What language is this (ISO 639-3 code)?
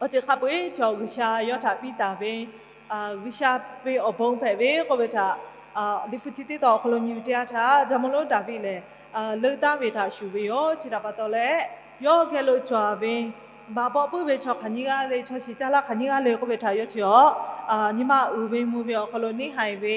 lhu